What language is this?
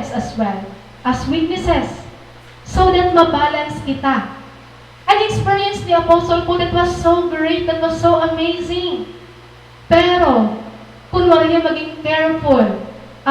Waray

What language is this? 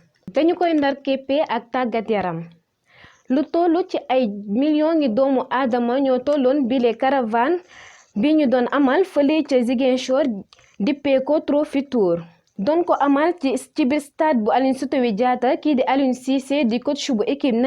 Wolof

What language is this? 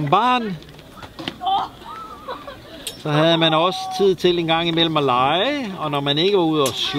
Danish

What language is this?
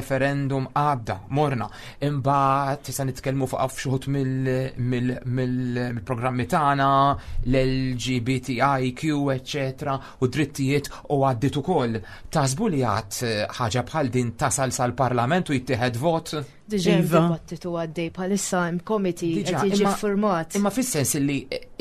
Maltese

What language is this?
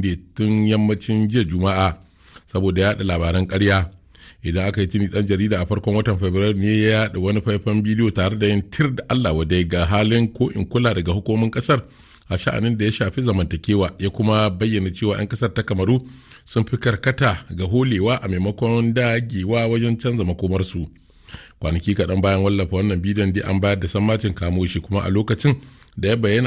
Hausa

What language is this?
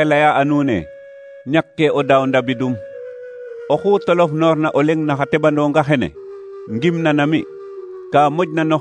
Serer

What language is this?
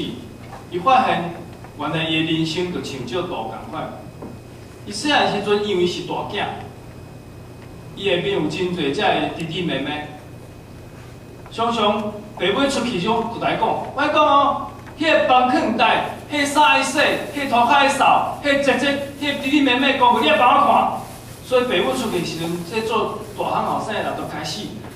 Min Nan Chinese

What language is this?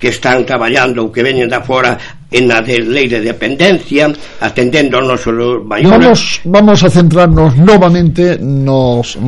Galician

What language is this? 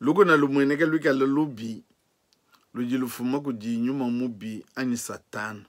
Luba-Lulua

